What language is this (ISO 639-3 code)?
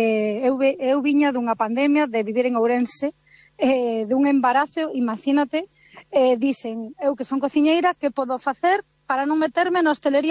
glg